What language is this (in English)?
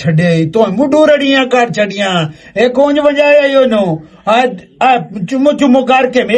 Western Panjabi